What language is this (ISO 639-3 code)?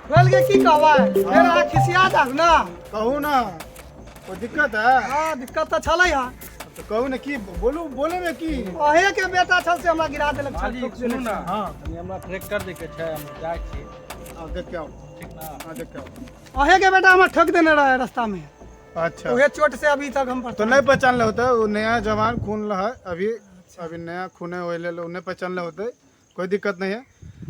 mai